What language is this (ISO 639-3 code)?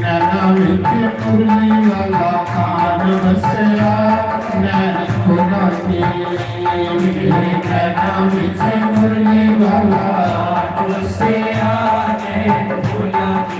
doi